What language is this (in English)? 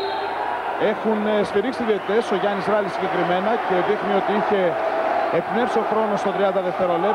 Greek